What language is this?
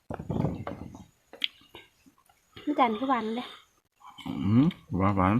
Lao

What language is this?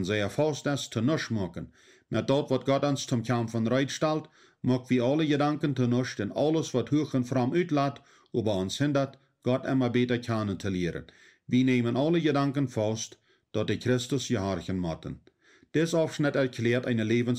Plautdietsch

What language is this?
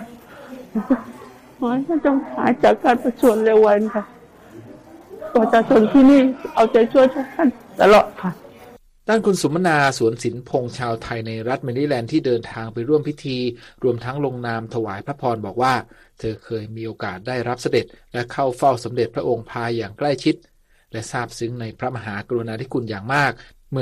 Thai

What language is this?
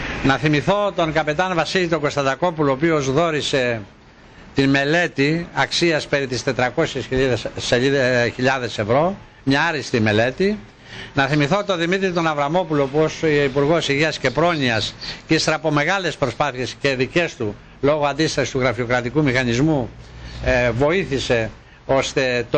Greek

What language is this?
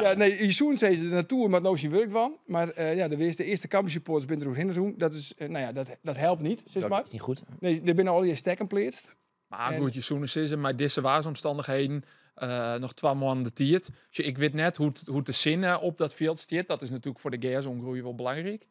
Western Frisian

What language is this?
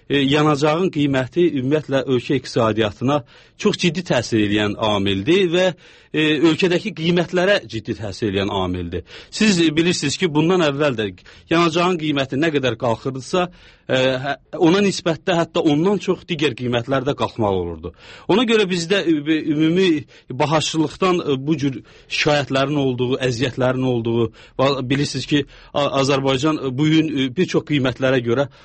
Azerbaijani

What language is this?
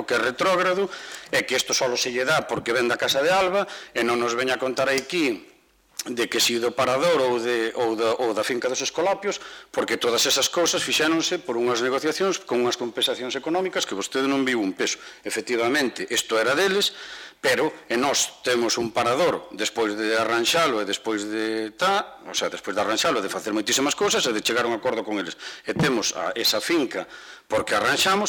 Galician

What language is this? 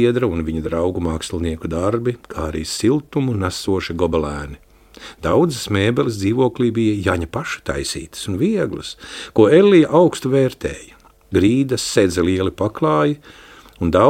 Latvian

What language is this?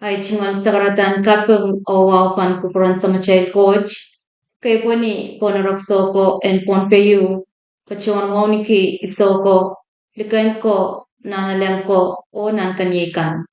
Pohnpeian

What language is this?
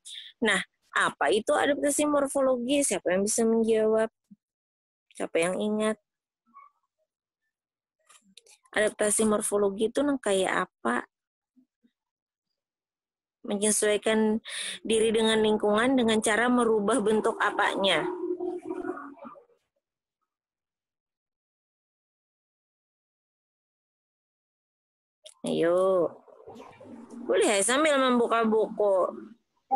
Indonesian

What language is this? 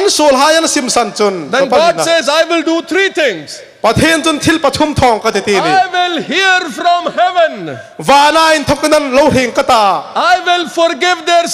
Hmar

